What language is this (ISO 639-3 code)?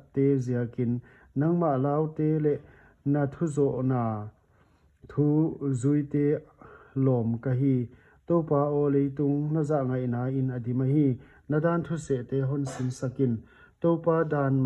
pck